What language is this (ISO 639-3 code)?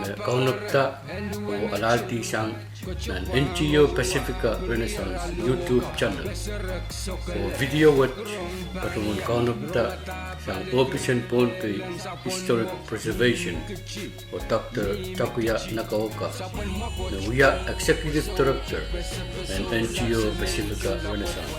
pon